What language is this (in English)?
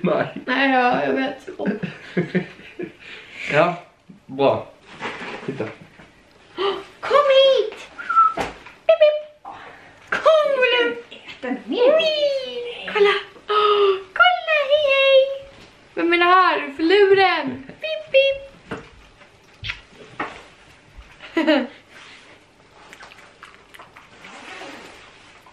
Swedish